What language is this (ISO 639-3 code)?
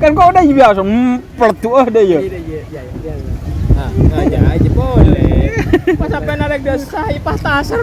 mad